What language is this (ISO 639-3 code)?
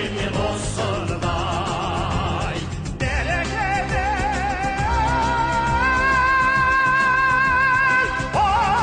kaz